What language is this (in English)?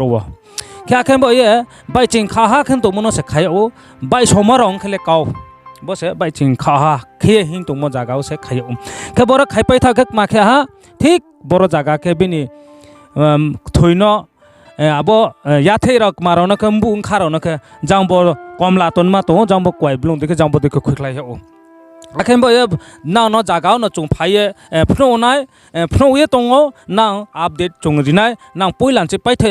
Riang (India)